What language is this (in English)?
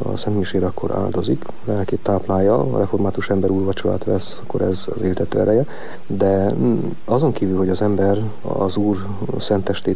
Hungarian